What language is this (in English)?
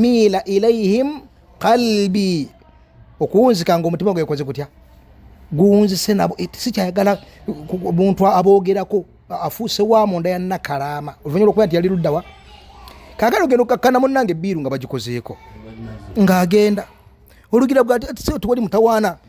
Ganda